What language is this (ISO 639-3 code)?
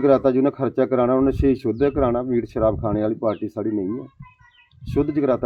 doi